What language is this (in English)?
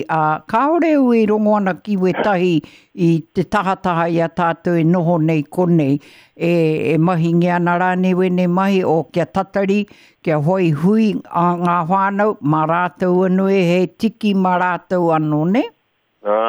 Māori